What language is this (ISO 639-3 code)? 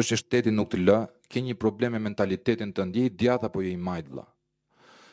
sqi